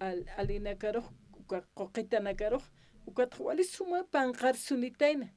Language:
Aymara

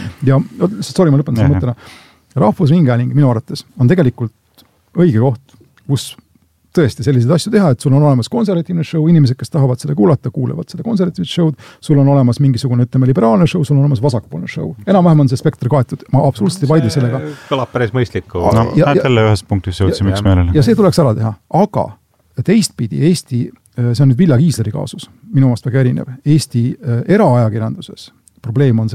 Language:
Estonian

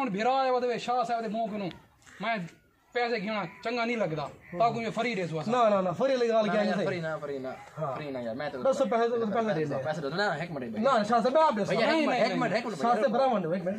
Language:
Saraiki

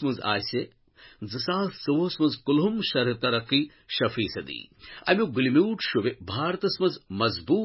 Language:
Kashmiri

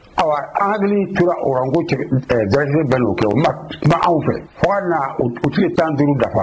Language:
Bambara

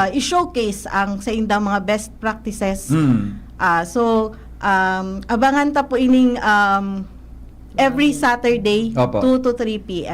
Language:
Bikol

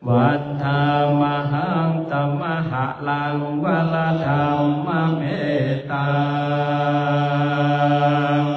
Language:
Pali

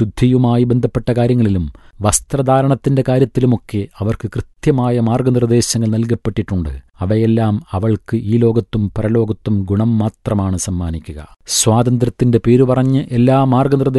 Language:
Malayalam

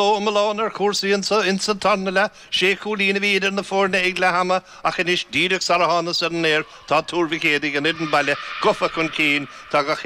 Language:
Irish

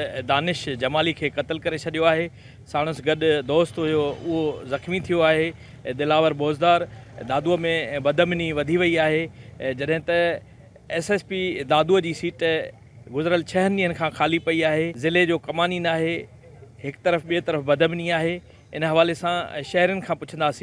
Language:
Sindhi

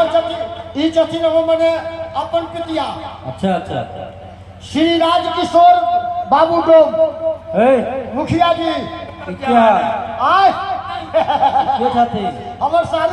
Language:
Maithili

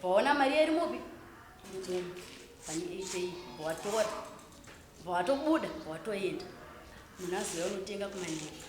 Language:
Shona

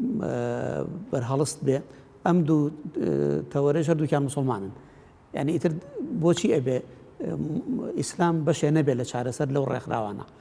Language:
Central Kurdish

